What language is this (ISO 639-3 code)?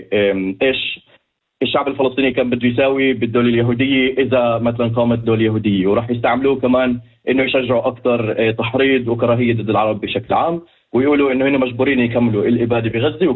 apc